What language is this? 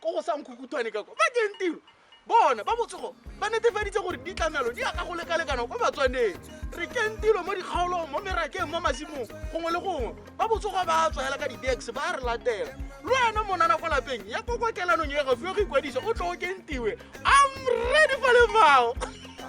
Tswana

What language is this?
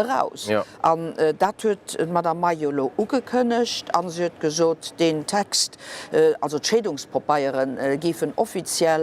Luxembourgish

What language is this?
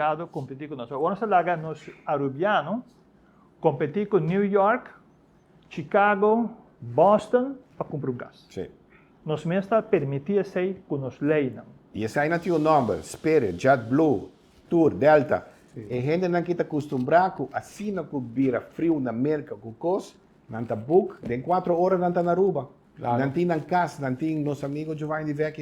Papiamento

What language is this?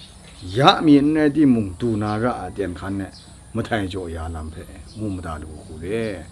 Kachin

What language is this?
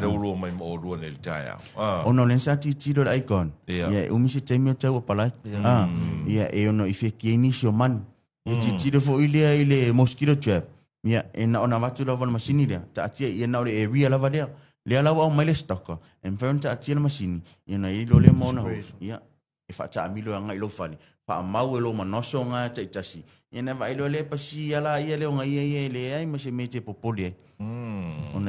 Samoan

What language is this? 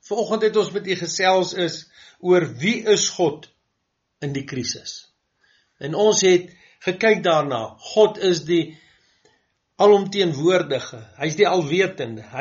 Afrikaans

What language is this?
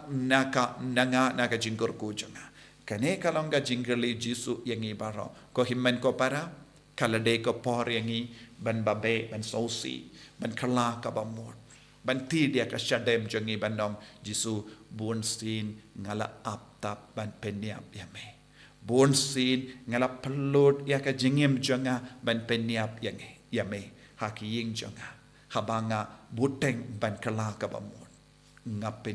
Khasi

